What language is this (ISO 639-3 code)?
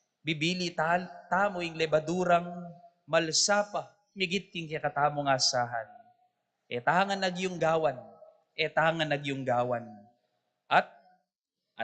pam